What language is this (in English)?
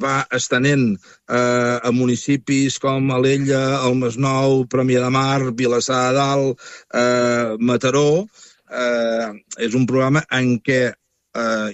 Catalan